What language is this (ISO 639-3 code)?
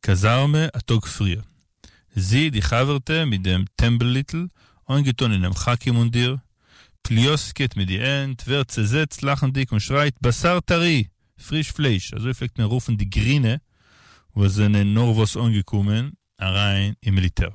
yid